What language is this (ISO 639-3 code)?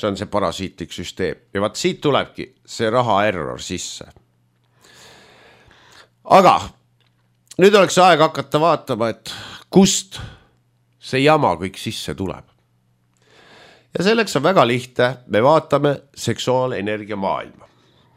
est